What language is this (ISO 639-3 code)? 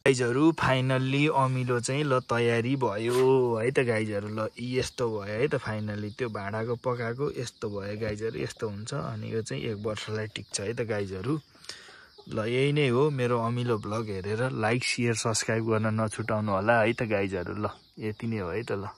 nep